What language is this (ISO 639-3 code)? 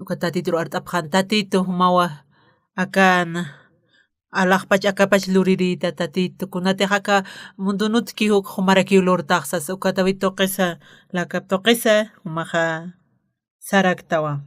aym